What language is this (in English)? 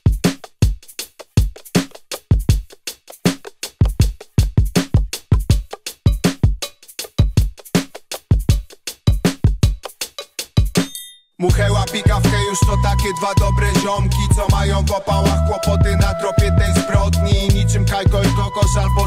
Polish